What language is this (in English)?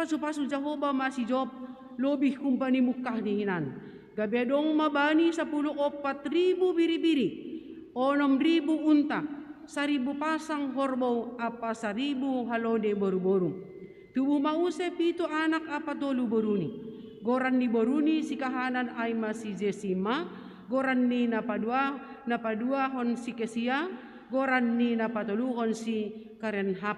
Batak Simalungun